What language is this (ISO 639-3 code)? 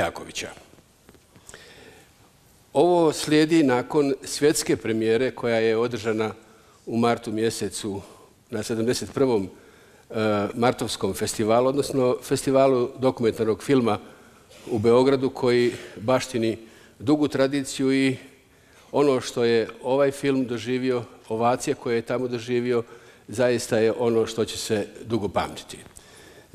bos